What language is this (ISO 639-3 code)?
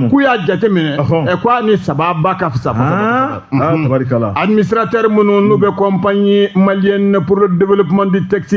bam